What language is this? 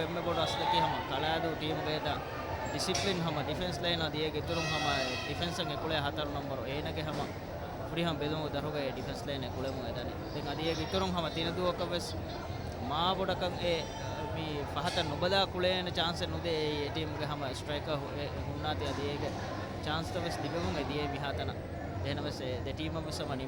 Divehi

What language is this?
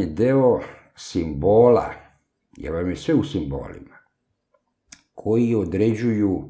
Serbian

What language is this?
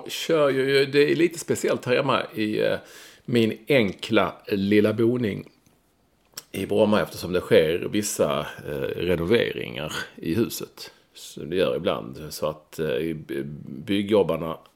Swedish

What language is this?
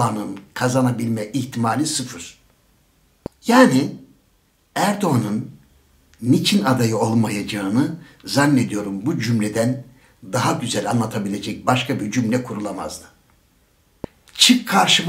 Turkish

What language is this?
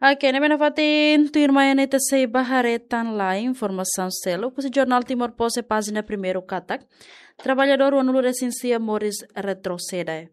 Tetum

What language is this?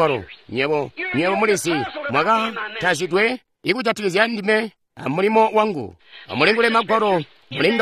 Tonga (Zambia)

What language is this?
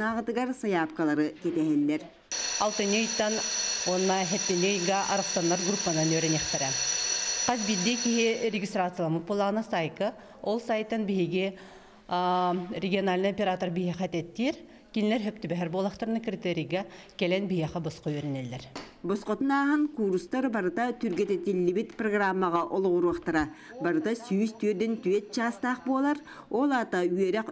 Yakut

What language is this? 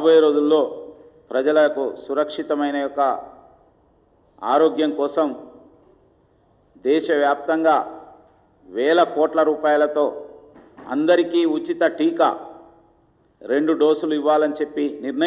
Telugu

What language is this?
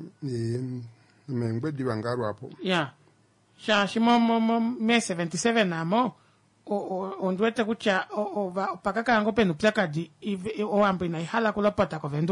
Kuanyama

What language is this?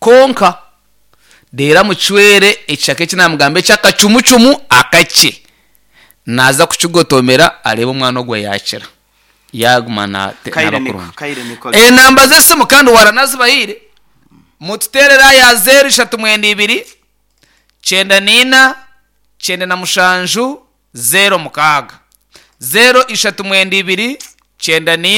Nyankole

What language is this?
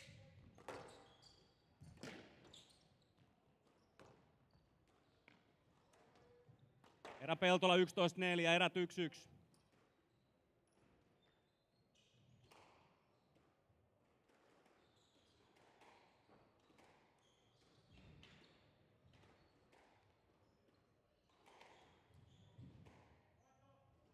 Finnish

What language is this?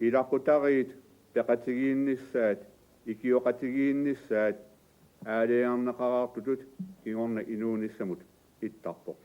Kalaallisut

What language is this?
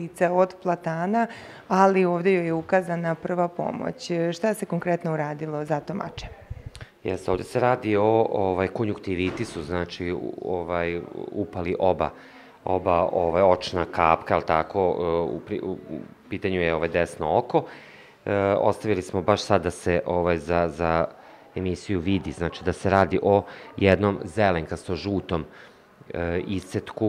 Serbian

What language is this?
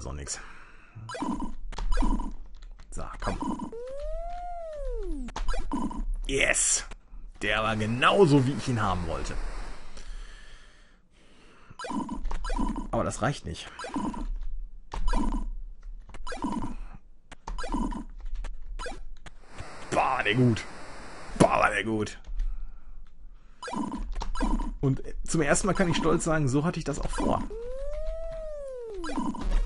German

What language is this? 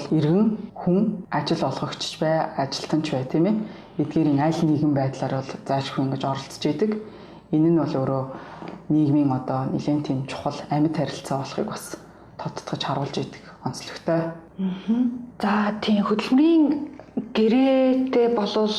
Mongolian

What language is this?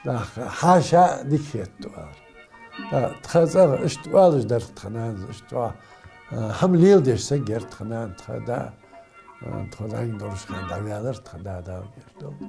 Ingush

